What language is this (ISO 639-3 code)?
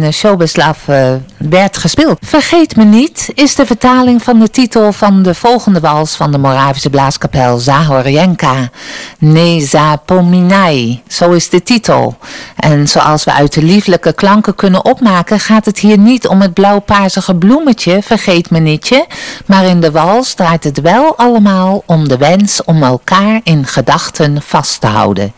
nld